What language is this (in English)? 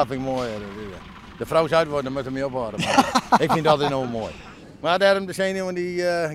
Western Frisian